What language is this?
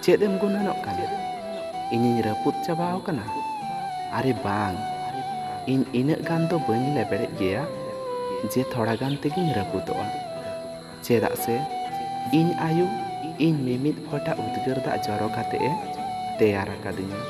Santali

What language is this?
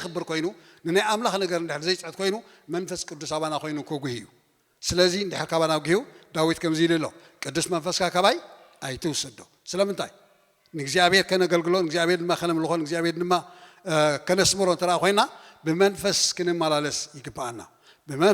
Tigrinya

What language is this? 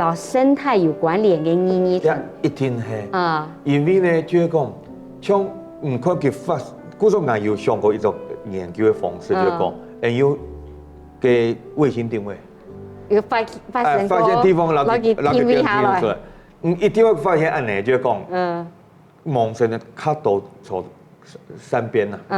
Hakka Chinese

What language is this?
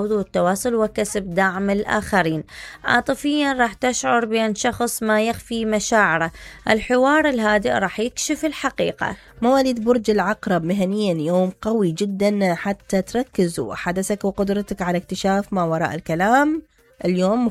Mesopotamian Arabic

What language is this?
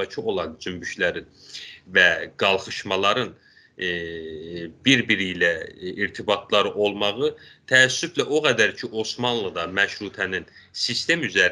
South Azerbaijani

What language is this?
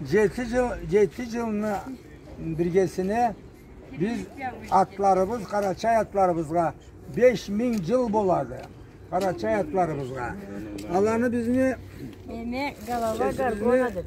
Karachay-Balkar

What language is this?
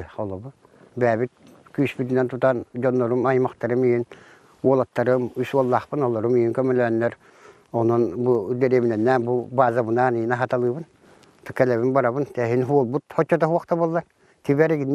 Yakut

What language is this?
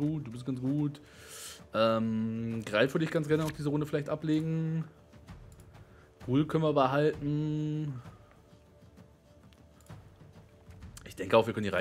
German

